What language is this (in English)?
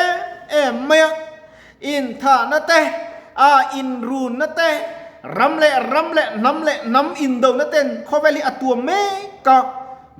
Mizo